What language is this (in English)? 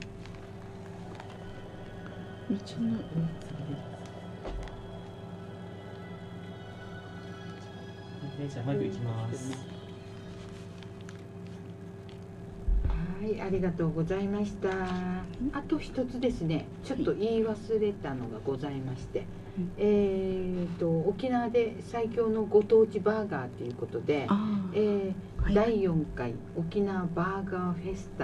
Japanese